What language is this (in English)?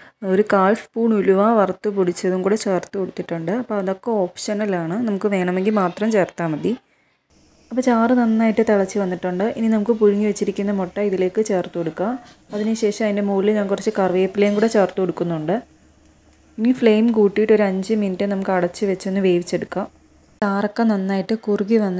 Malayalam